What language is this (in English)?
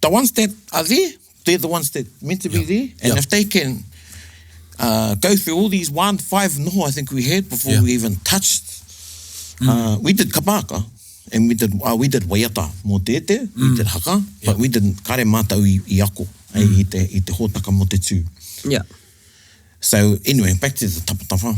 Māori